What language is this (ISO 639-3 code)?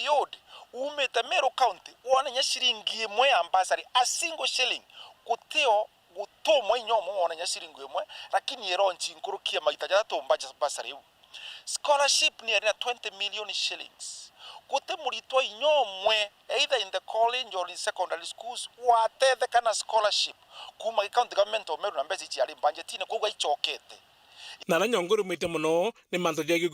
mer